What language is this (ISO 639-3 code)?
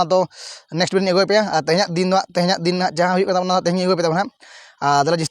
sat